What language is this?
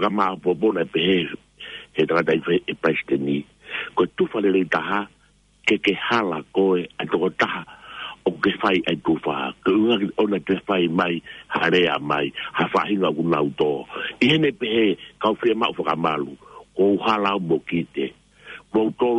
Tongan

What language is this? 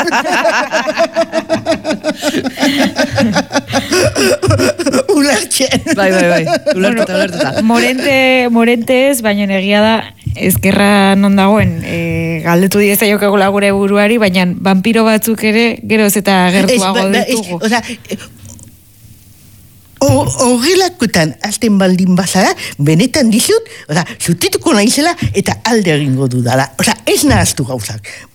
Basque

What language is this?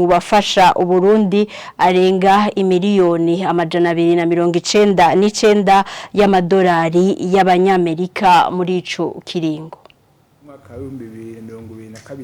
Rundi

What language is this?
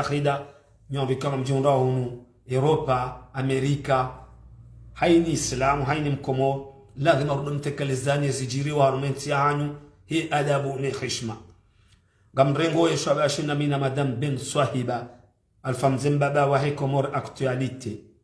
Ngazidja Comorian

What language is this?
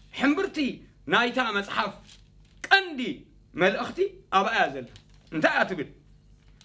Tigrinya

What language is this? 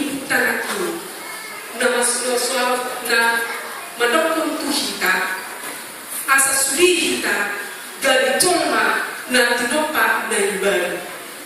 Batak Toba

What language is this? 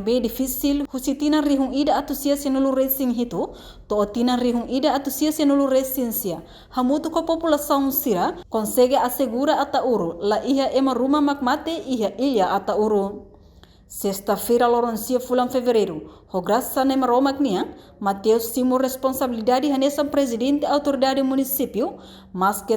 Tetum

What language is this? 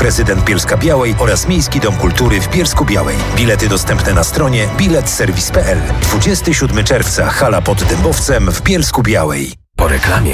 Polish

